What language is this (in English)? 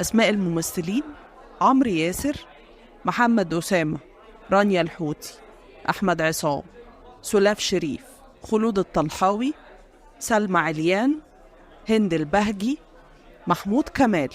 Egyptian Arabic